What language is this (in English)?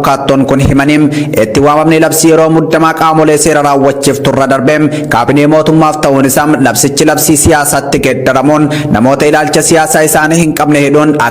Oromo